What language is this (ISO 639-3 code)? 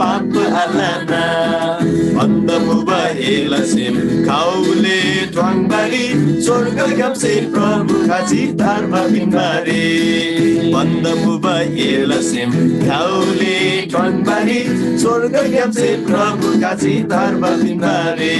taj